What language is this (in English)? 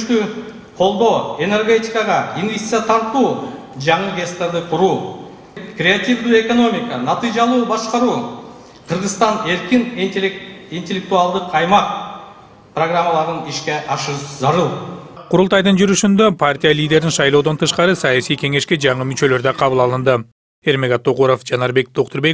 Kyrgyz